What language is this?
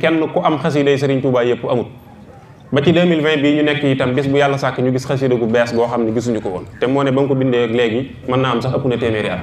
Wolof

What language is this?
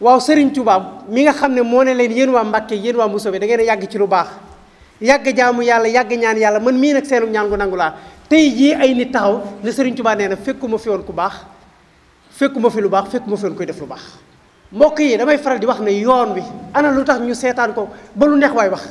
Wolof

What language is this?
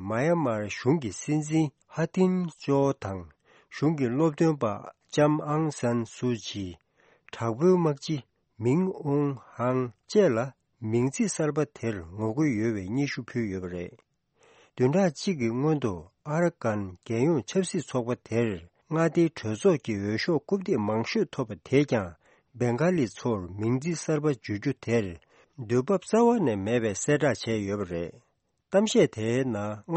Tibetan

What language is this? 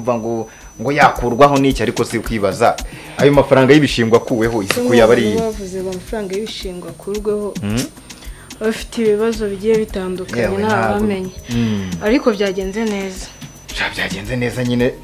Kinyarwanda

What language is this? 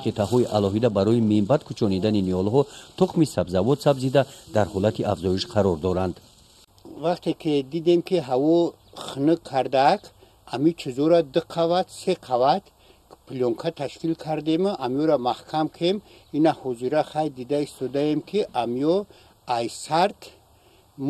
Tajik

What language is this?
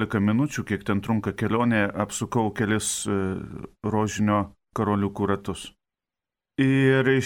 Lithuanian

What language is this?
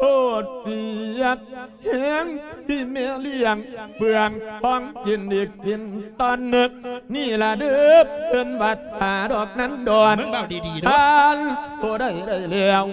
Lao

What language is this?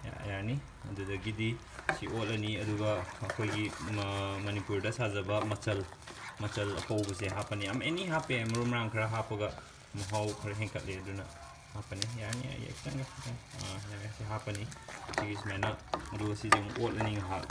Manipuri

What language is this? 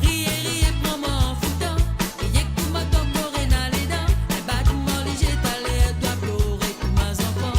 Morisyen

